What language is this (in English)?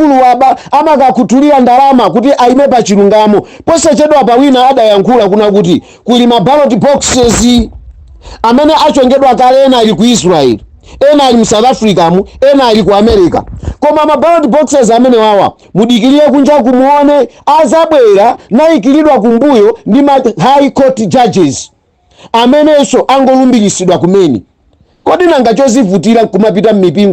Nyanja